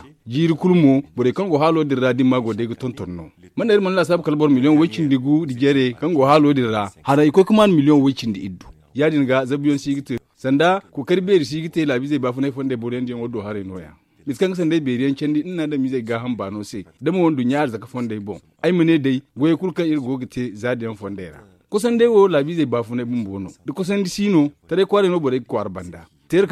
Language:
Zarma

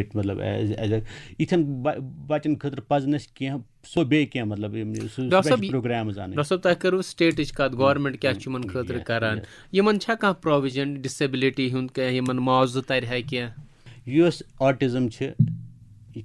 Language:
Kashmiri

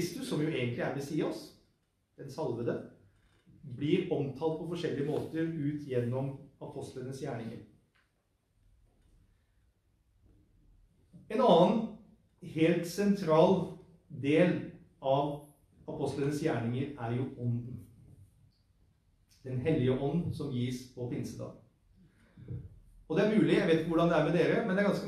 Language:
Norwegian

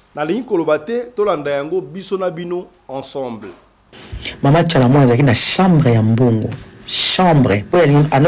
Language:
Lingala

